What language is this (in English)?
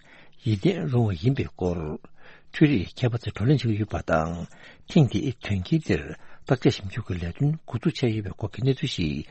Tibetan